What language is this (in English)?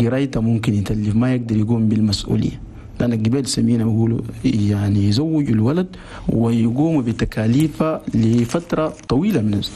Chadian Arabic